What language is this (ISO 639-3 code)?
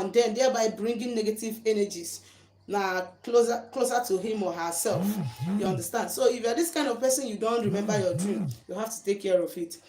ibo